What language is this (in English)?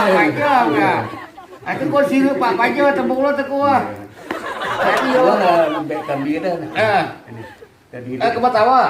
Minangkabau